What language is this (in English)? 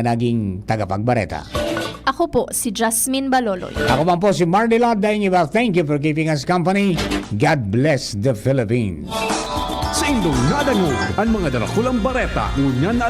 Bikol